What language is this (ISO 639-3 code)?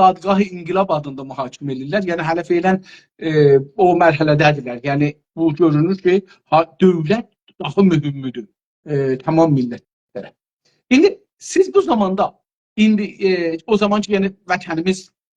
azb